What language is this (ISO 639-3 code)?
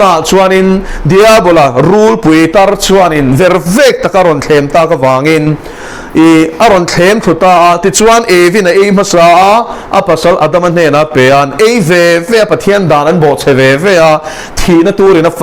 lus